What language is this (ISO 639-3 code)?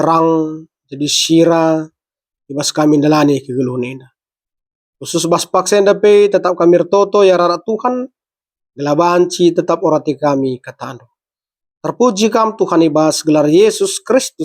btx